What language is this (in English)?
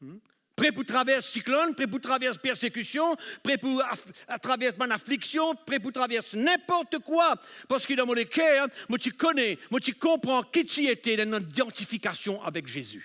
Morisyen